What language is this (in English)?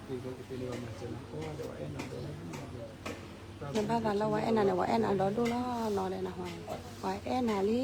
S'gaw Karen